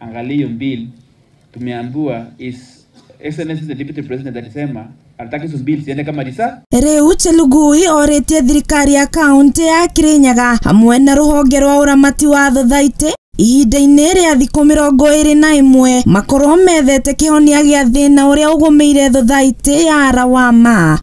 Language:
Kikuyu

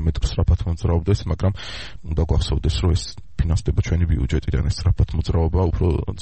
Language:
Georgian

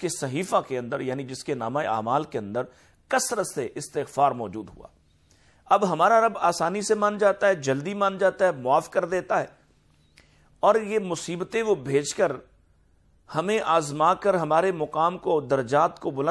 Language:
Urdu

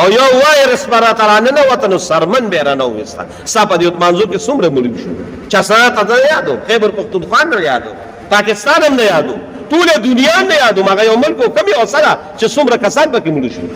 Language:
Pashto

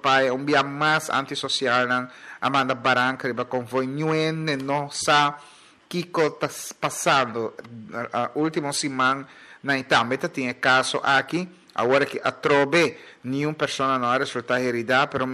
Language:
Papiamento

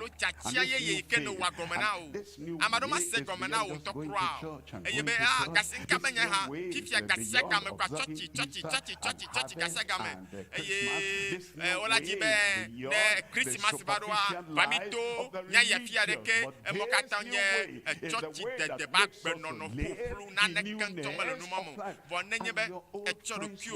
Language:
Ewe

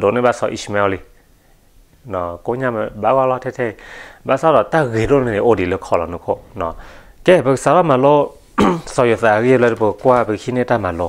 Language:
S'gaw Karen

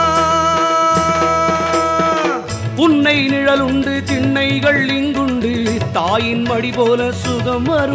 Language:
Tamil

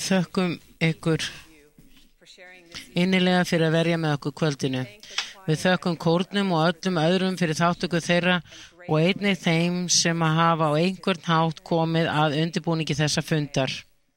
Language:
Icelandic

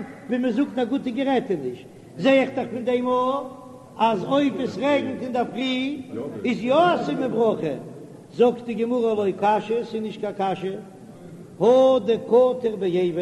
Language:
Yiddish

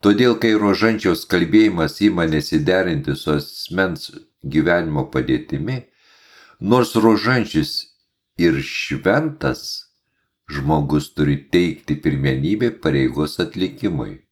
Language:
Lithuanian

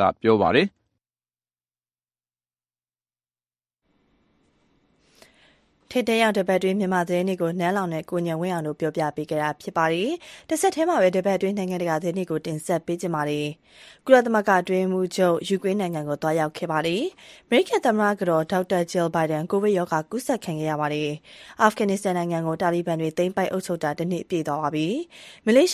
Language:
Burmese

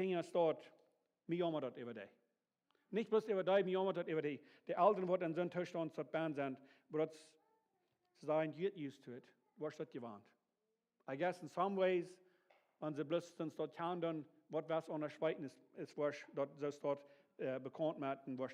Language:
Plautdietsch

